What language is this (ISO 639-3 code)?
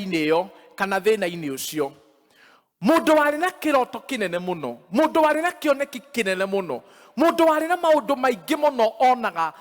kik